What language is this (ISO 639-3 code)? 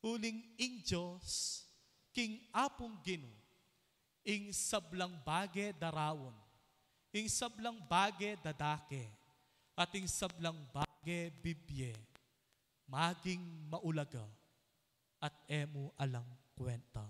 pam